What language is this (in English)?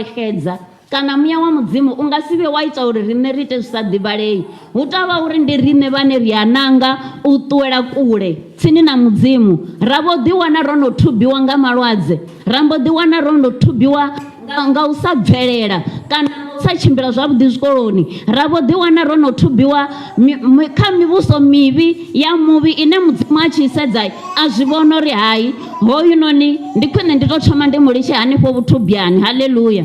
Venda